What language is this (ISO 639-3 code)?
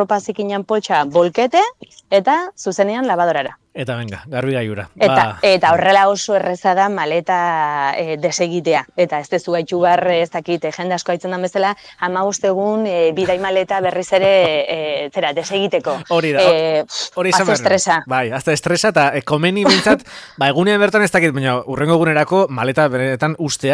eus